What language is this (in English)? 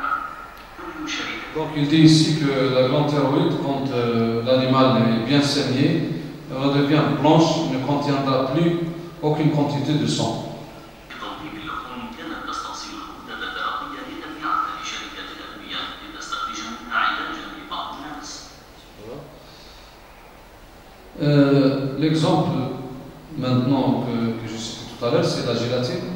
French